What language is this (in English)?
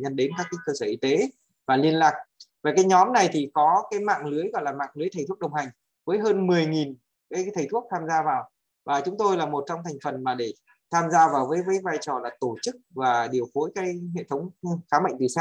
Vietnamese